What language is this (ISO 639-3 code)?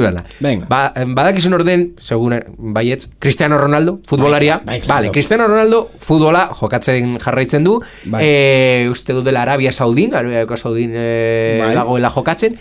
eus